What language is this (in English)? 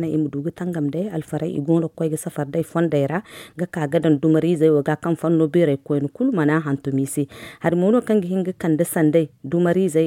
Zarma